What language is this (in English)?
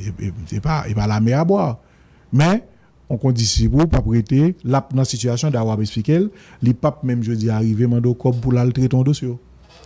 Haitian Creole